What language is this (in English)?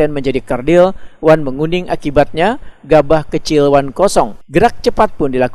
Banjar